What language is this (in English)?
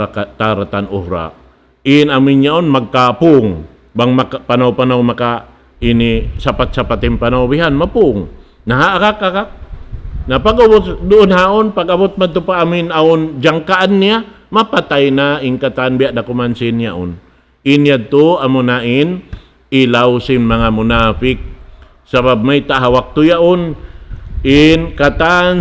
Tausug